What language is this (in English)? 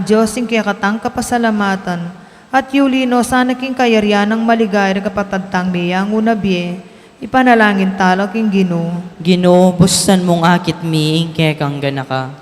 Pampanga